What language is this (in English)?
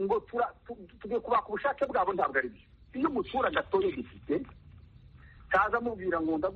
Kinyarwanda